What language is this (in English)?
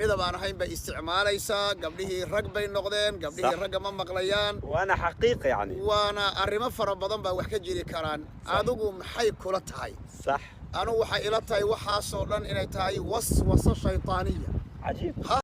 Somali